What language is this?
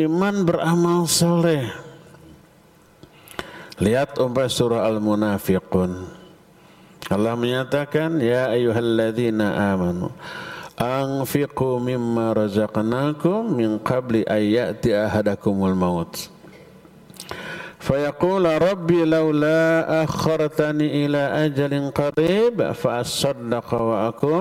Indonesian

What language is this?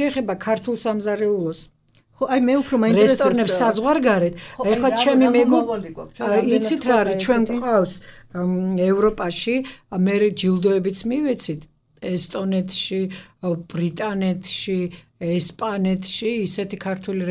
Georgian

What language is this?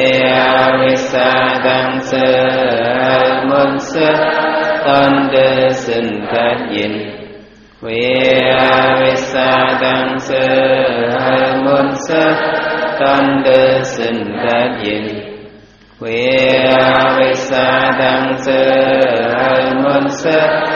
Shan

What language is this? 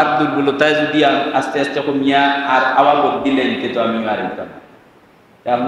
Sylheti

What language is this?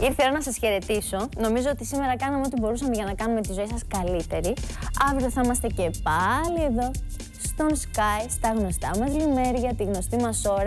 Greek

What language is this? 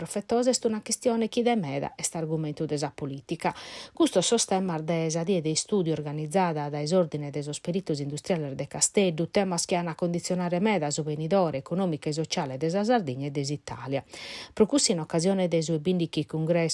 Sardinian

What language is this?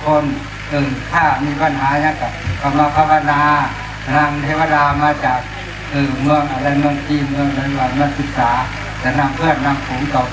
Northeastern Thai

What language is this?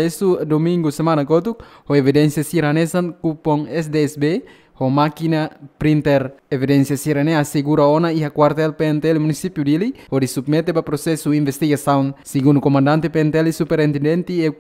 Tetum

